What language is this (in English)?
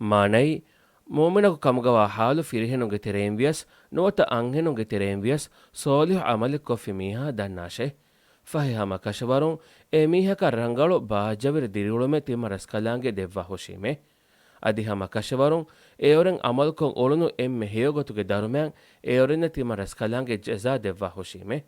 Divehi